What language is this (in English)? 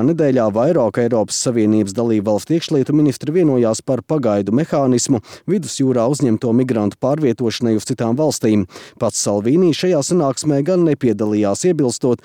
Latvian